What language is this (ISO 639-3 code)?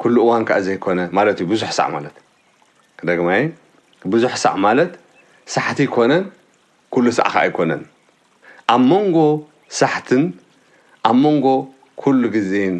tir